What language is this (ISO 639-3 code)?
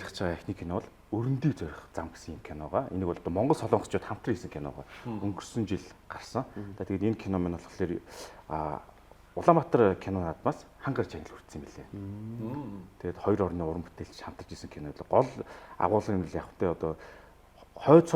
mon